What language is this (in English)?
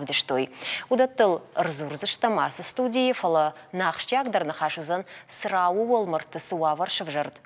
Ossetic